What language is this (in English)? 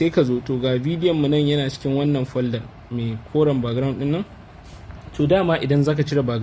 Hausa